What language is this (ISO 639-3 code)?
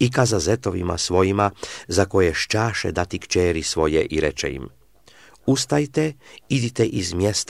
srp